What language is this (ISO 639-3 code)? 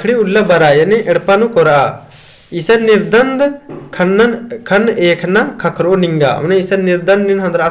kru